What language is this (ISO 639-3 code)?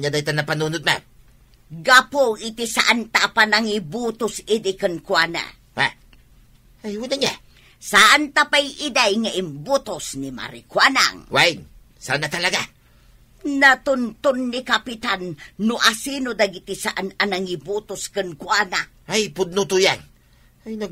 ilo